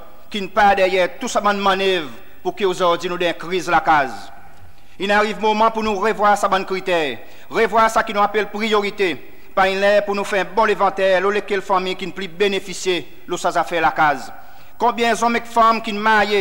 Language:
Seselwa Creole French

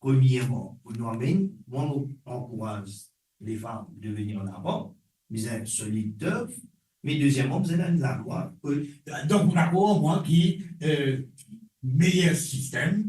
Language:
Morisyen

